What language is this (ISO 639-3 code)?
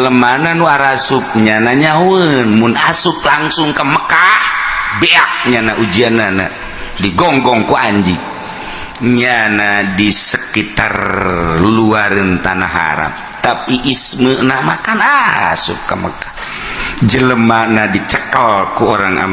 sun